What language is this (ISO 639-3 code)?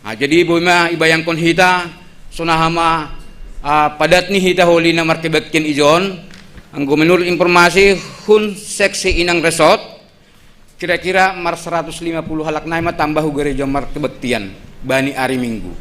bts